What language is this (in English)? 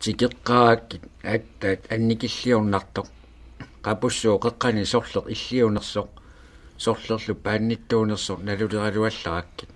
Kalaallisut